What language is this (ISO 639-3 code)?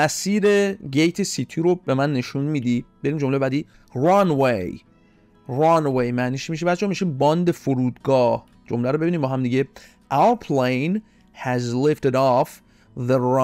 fas